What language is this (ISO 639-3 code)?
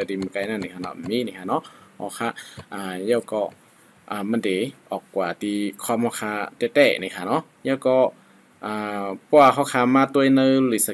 shn